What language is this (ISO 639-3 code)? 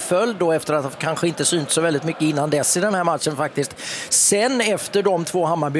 swe